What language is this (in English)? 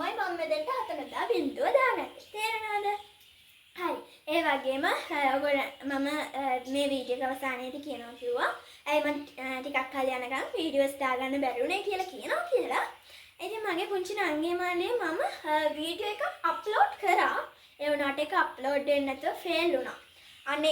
Sinhala